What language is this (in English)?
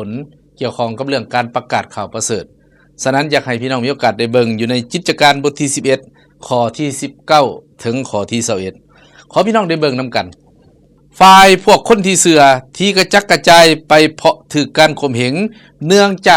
Lao